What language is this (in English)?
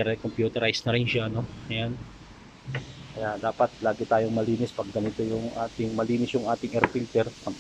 Filipino